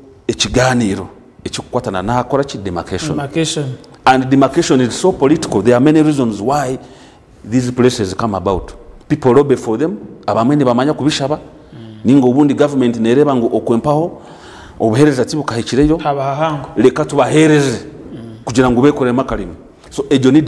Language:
Nyankole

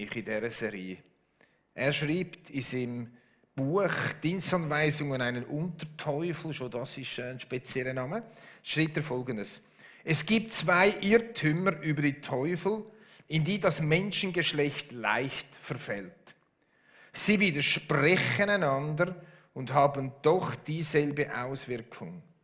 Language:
Swiss German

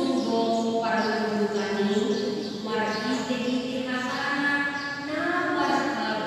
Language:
Batak Toba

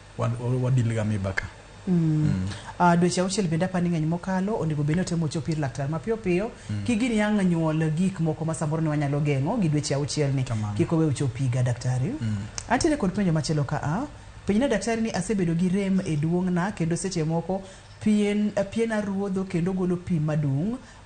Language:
Luo (Kenya and Tanzania)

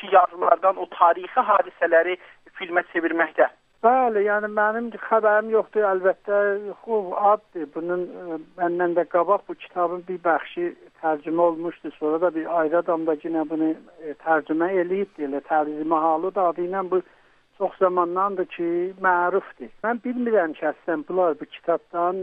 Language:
South Azerbaijani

